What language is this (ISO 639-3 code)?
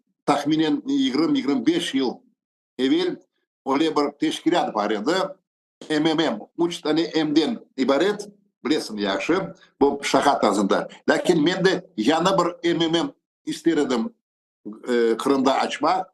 crh